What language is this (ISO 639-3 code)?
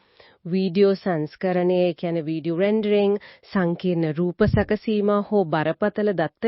sin